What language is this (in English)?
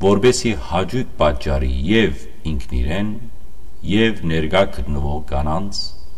Western Armenian